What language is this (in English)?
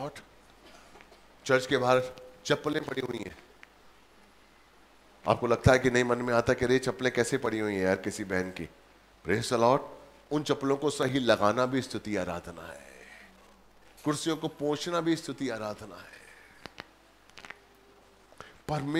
Hindi